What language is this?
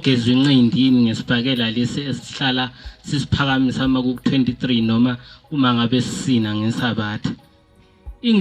Zulu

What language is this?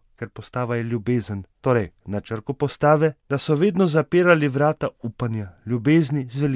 Slovenian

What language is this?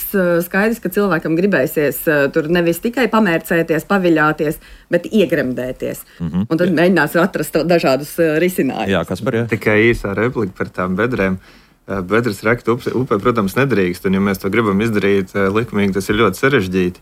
Latvian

